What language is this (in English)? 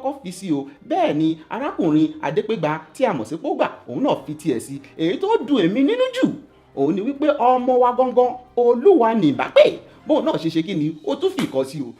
Yoruba